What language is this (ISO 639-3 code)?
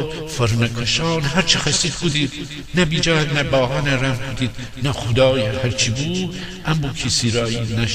glk